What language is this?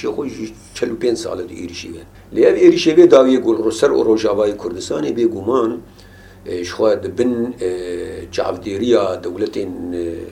Kurdish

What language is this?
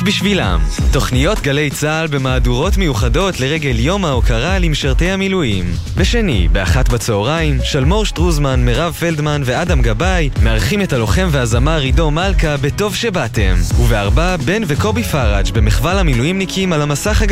Hebrew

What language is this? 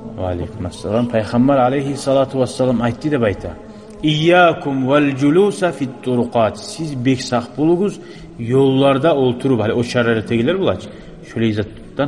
Kumyk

